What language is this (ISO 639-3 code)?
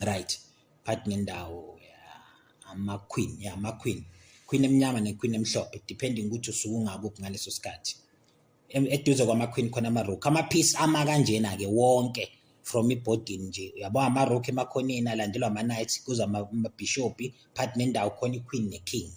zul